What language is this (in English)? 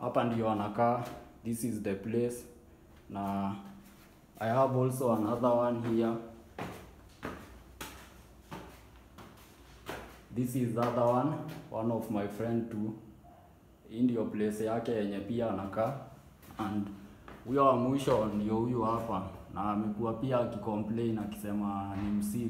Swahili